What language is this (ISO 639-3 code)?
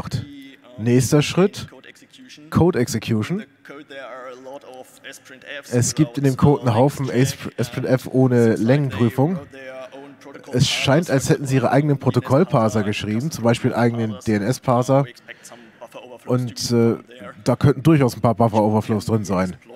deu